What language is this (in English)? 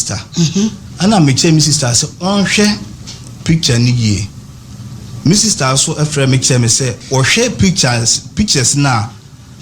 Akan